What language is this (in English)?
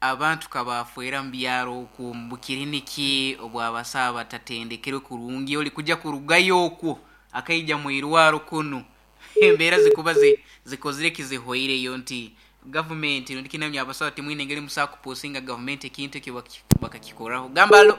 Nyoro